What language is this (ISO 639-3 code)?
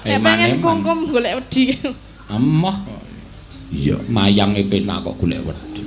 jav